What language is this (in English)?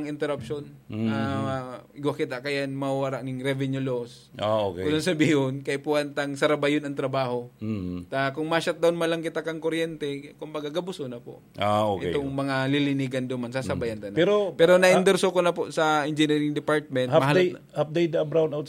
Bikol